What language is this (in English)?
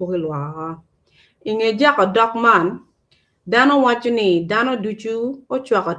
Acoli